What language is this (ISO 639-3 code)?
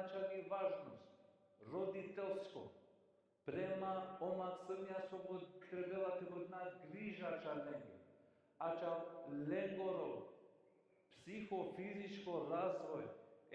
rmn